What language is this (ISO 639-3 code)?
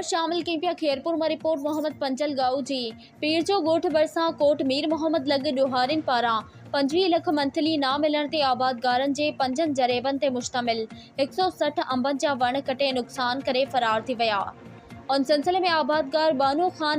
snd